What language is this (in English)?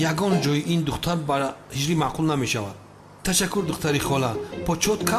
Tajik